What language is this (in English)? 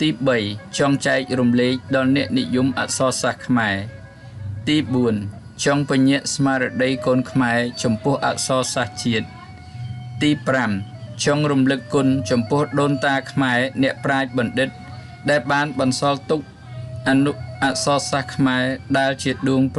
Khmer